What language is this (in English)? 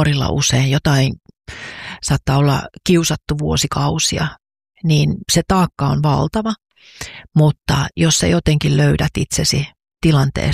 Finnish